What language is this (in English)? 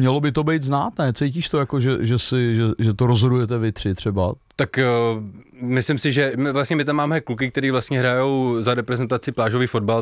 Czech